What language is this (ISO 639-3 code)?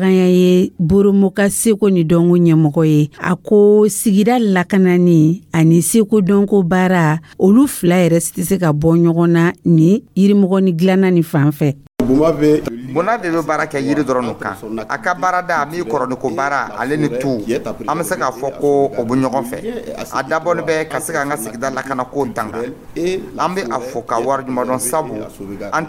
dyu